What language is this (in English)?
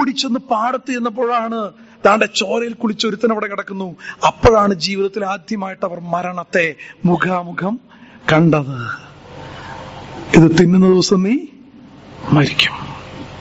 Malayalam